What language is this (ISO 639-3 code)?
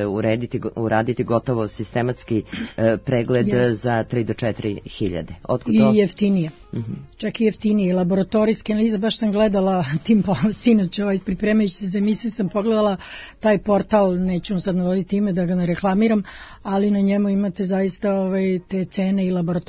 srp